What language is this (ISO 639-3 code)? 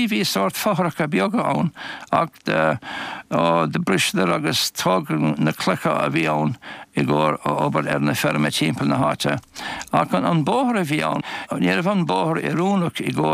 gle